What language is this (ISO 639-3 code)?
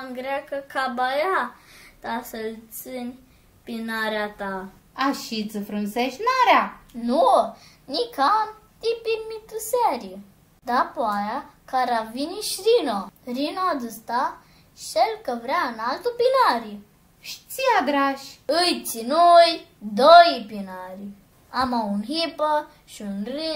rup